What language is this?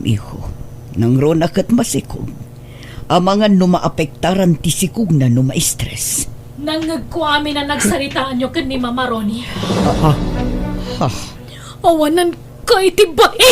Iloko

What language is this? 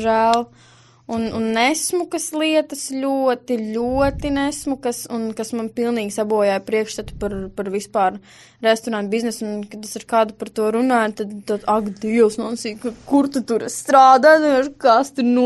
Latvian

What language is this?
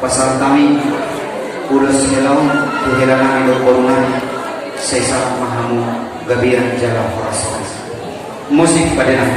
Batak Toba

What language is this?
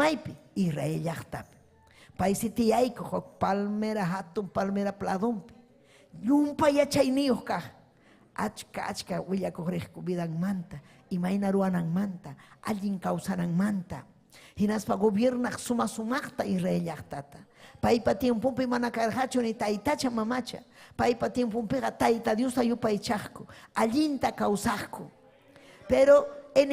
Ayacucho Quechua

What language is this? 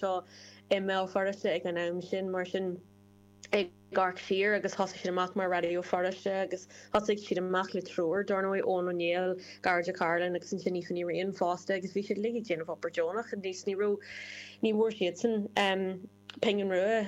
Irish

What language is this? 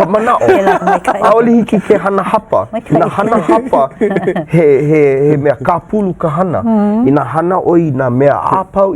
Hawaiian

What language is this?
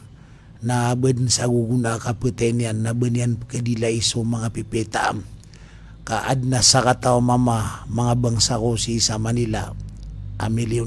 Maranao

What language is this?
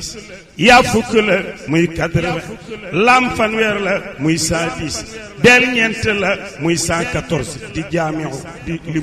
Wolof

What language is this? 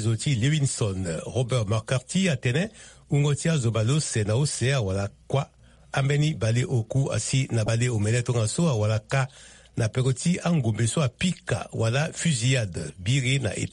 Sango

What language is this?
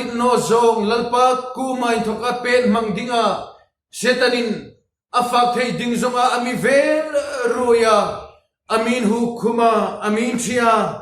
Hmar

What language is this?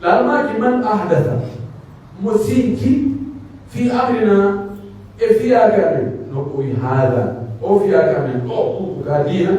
Pular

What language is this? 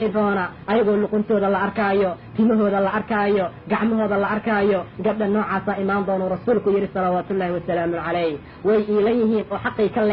Somali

